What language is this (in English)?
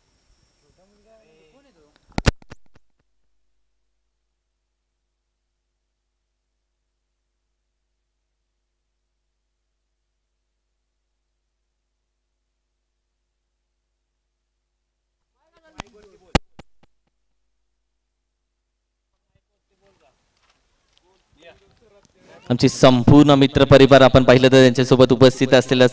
Marathi